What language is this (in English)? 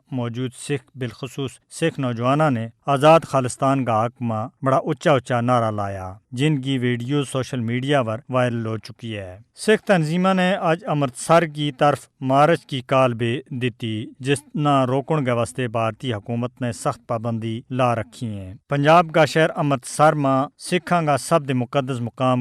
Gujari